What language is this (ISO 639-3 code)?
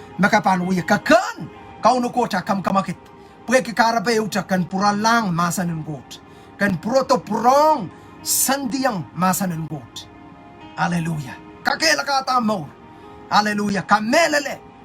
pon